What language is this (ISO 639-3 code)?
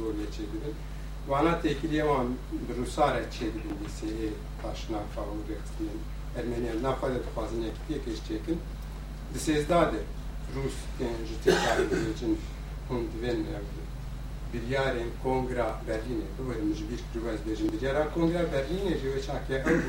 kur